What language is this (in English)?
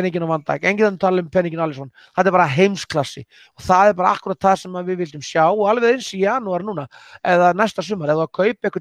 Icelandic